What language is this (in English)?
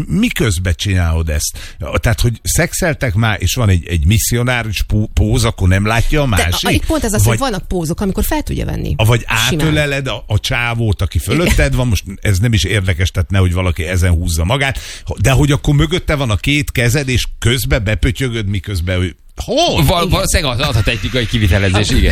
Hungarian